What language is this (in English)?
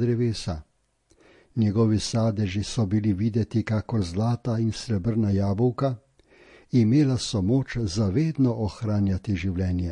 Slovenian